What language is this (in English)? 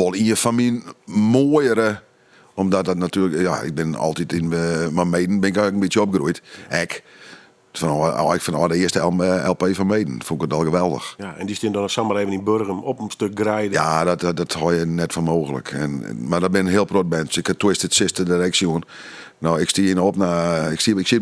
Western Frisian